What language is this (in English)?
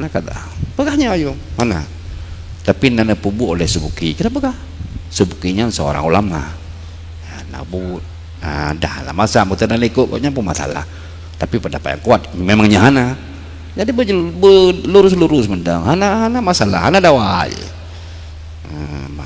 Achinese